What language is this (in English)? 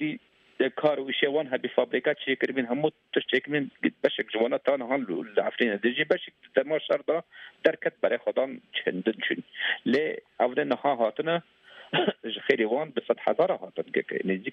Kurdish